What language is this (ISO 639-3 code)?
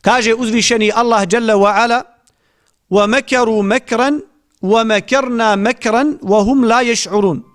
bos